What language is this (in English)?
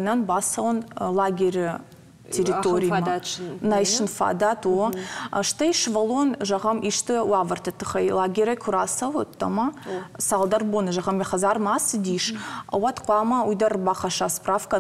Ossetic